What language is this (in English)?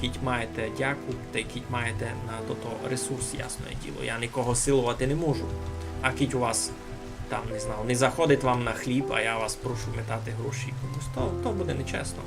Rusyn